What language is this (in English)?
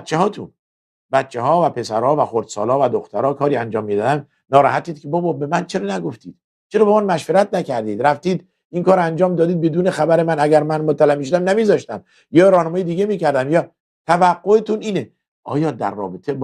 Persian